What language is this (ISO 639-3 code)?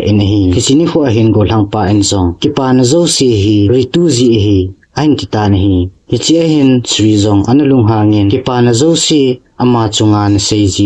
tcz